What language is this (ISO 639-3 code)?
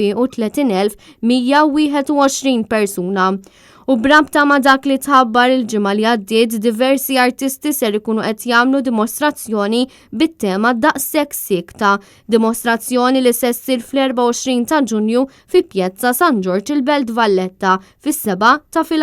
mlt